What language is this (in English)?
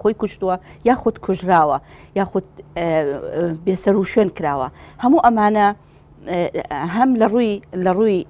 Central Kurdish